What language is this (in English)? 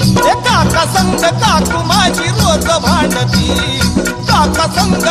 Marathi